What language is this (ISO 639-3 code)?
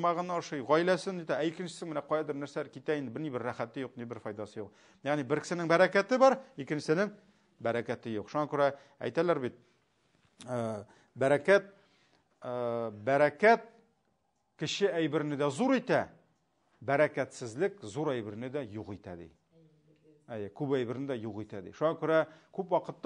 tat